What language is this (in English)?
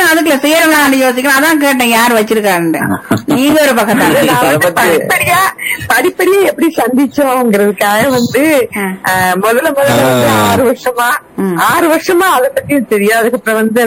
Tamil